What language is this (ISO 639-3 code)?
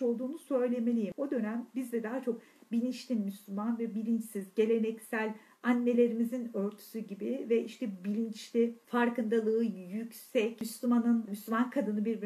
tur